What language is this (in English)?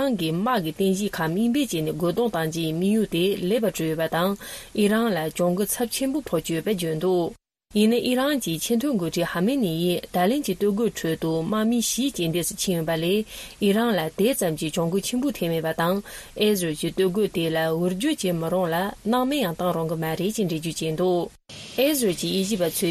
Tibetan